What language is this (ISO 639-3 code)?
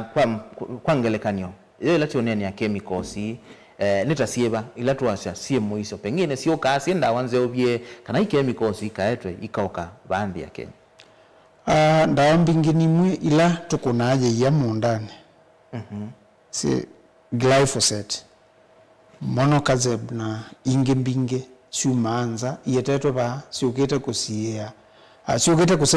kam